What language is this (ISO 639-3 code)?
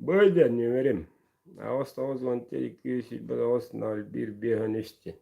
sah